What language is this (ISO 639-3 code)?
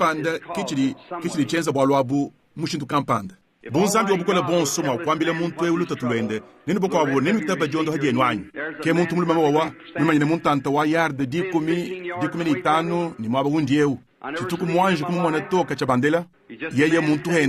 lua